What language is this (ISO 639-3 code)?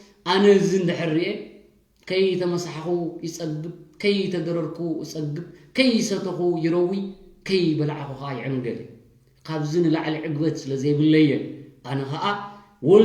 tir